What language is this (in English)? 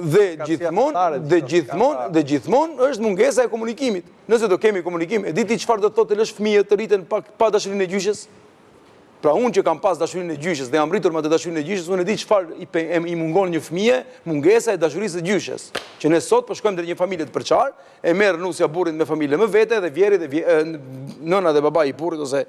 Albanian